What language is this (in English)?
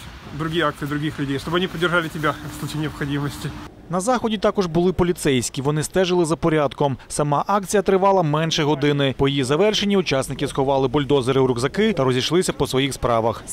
Ukrainian